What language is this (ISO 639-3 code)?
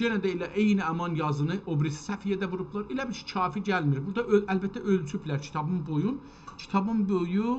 azb